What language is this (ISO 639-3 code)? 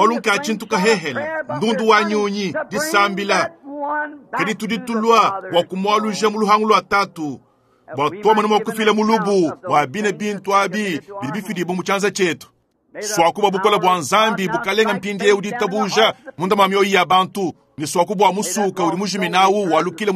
lua